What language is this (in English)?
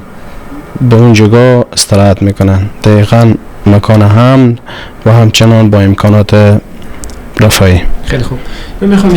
Persian